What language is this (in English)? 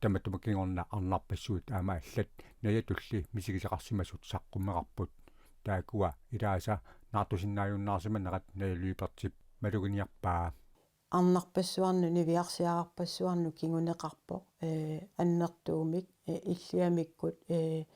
Kalaallisut